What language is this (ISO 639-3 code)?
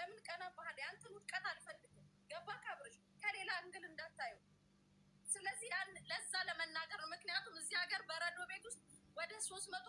amh